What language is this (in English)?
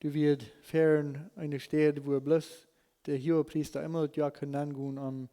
Plautdietsch